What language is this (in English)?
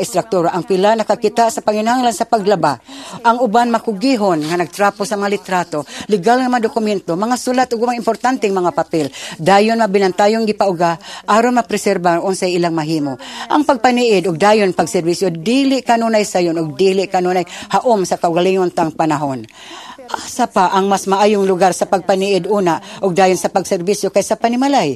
Cebuano